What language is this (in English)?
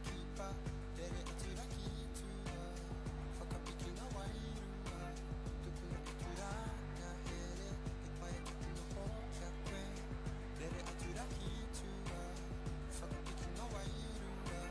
Māori